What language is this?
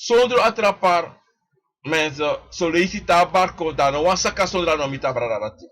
Sranan Tongo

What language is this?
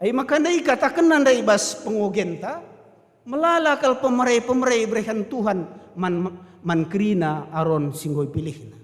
Batak Karo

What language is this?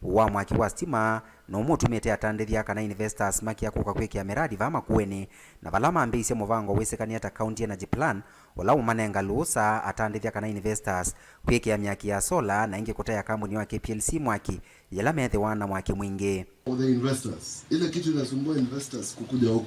Kamba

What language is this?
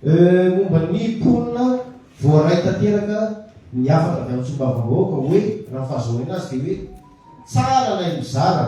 Malagasy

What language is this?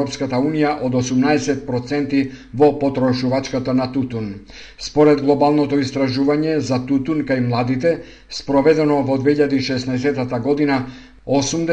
Macedonian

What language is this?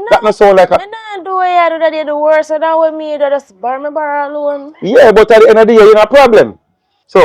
Jamaican Creole English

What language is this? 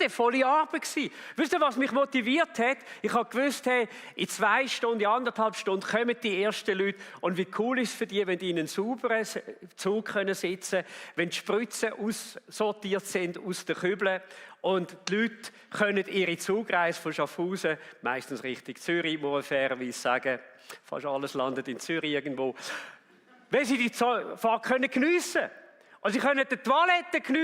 Swiss German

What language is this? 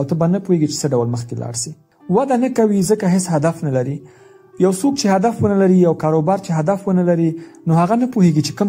Pashto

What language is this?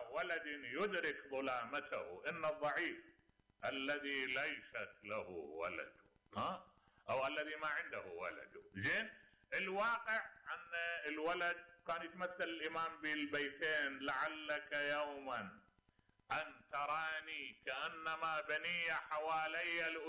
Mesopotamian Arabic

